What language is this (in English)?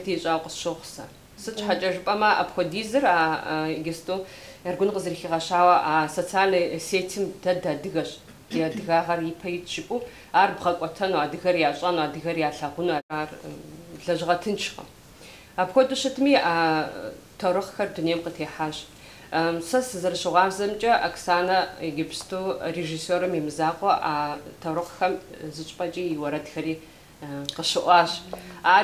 Kabardian